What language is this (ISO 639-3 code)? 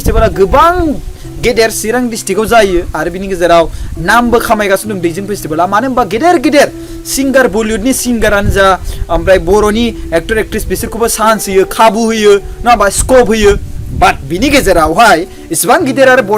brx